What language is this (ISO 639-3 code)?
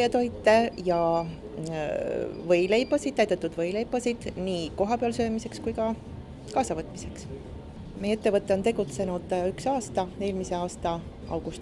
est